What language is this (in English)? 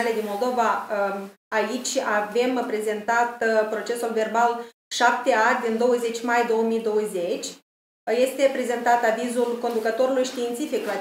Romanian